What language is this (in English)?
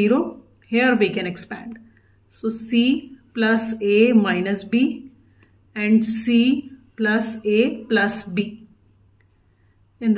English